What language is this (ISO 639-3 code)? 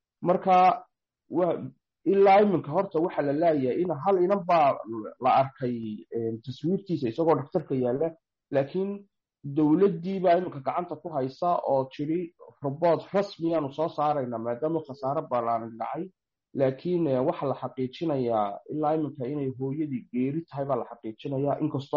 som